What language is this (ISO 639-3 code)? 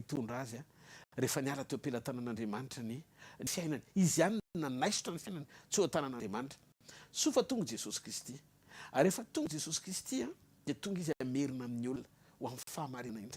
mlg